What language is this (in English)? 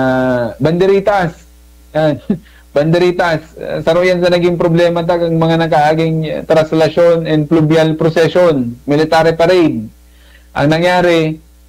Bikol